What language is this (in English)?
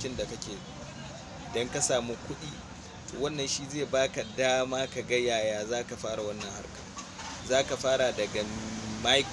Hausa